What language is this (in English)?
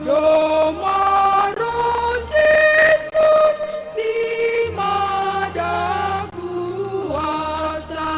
Batak Simalungun